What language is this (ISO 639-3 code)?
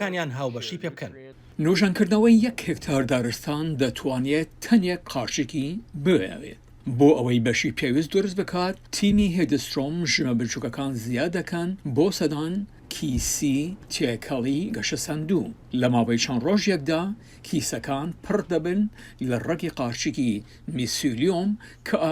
ckb